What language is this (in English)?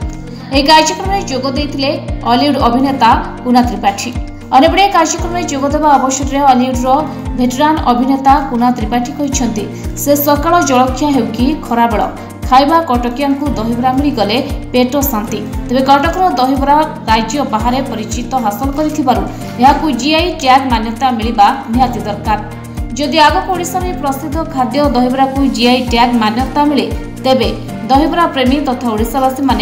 Odia